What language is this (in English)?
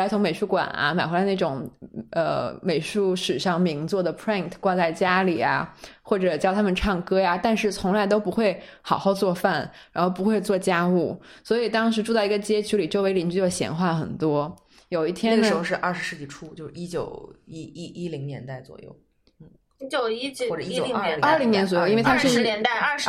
Chinese